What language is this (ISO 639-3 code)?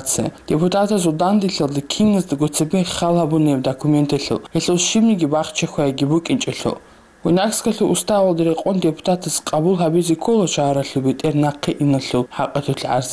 ava